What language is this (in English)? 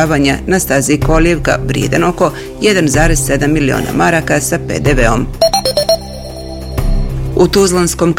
Bosnian